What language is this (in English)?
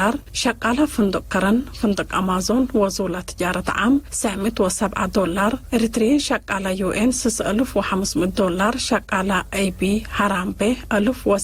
Tigre